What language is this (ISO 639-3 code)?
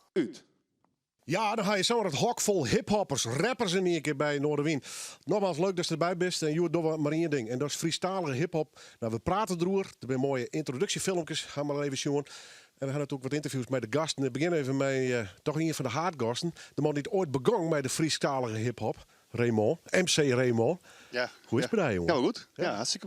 fry